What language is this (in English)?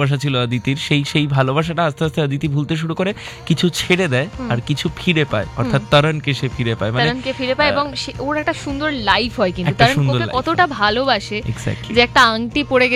Bangla